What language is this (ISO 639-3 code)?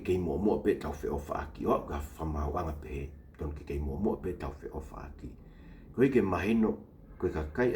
ton